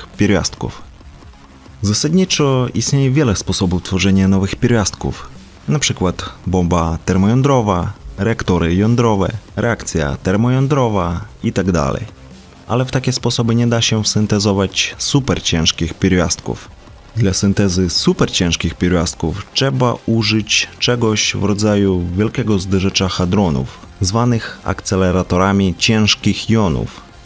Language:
Polish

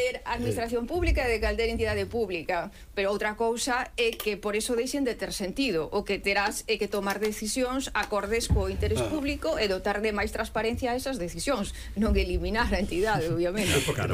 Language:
Galician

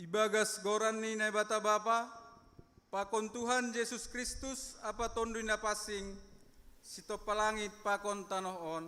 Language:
Batak Simalungun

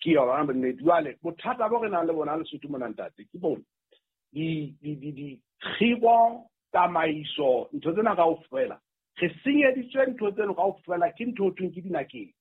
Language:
Southern Sotho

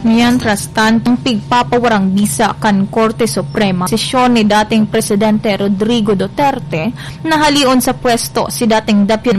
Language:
Bikol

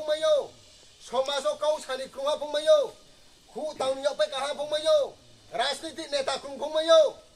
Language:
Riang (India)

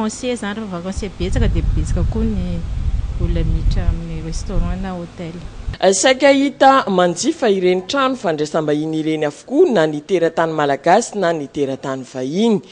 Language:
Malagasy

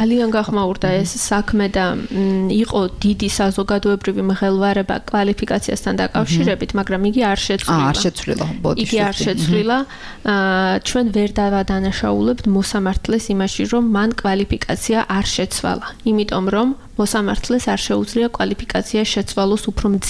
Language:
Georgian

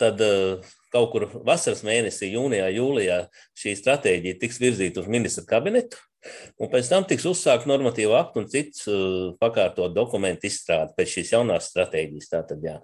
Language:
Latvian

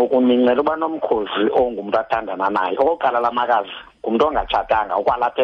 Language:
Xhosa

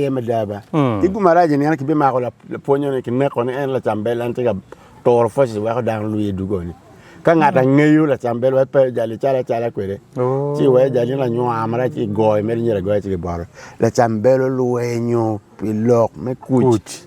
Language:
Acoli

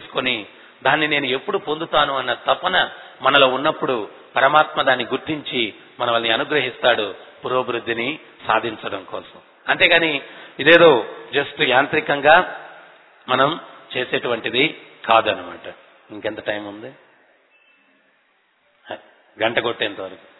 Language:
Telugu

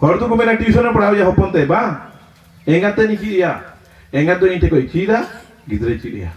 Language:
Santali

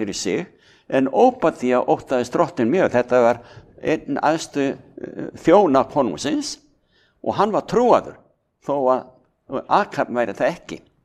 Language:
Icelandic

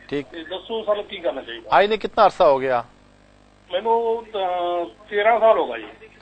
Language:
Punjabi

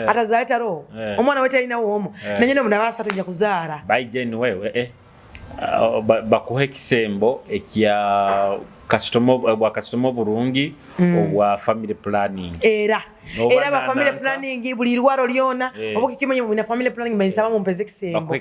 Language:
Nyoro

